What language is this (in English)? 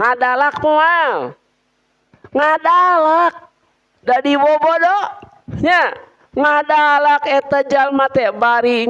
Sundanese